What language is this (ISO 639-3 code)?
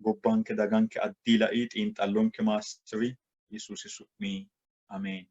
sid